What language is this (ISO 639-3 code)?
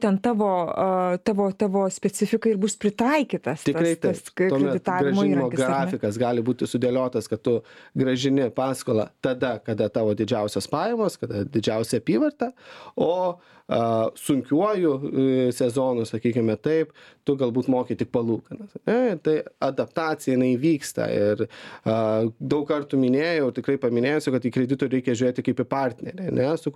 lit